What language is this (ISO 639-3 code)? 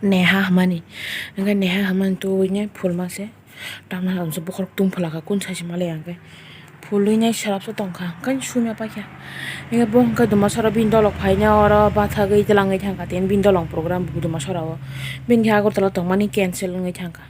trp